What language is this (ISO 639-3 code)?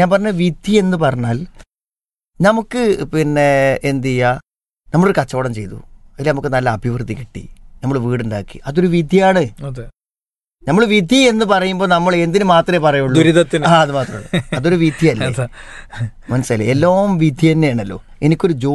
mal